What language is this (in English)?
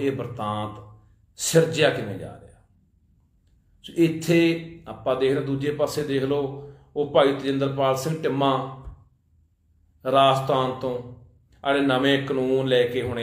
Punjabi